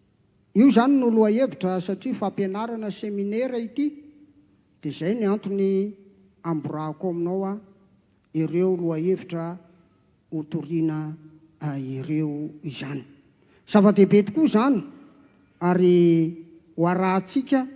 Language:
Malagasy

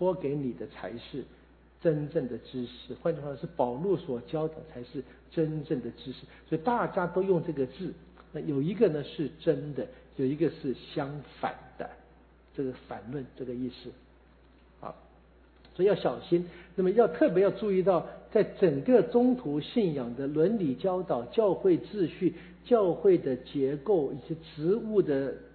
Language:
Chinese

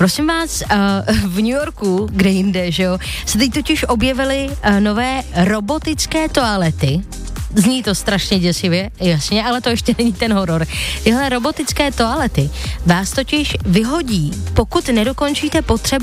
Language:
Czech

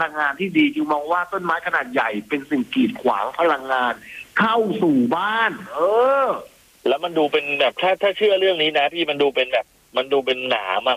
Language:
Thai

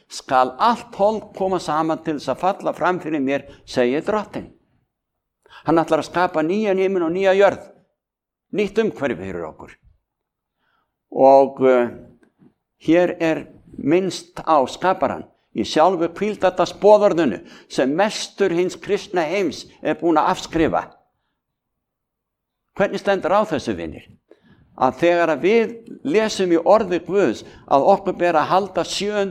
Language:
Icelandic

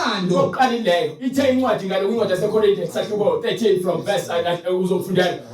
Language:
Zulu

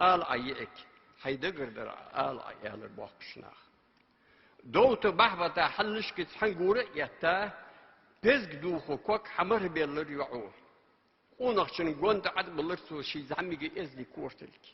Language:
Ingush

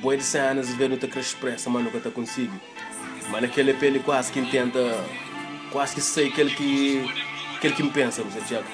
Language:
Kabuverdianu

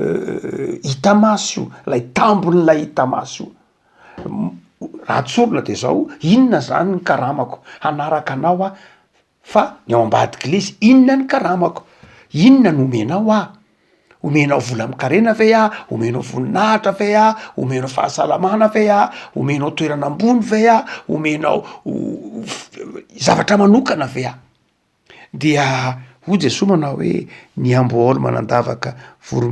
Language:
Malagasy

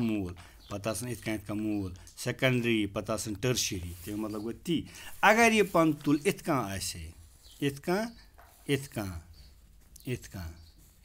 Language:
Kashmiri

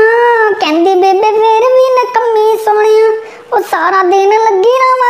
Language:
Dogri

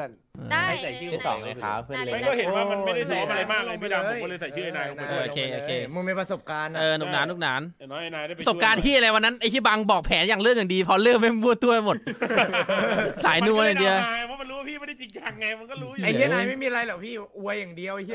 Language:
Thai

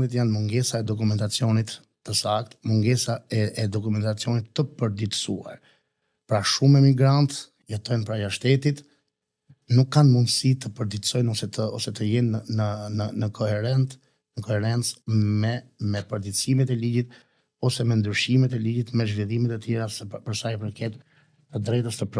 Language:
Albanian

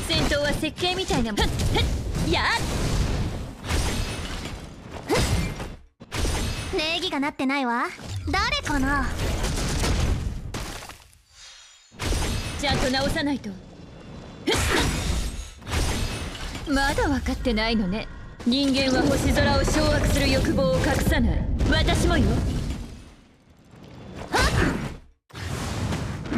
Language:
Japanese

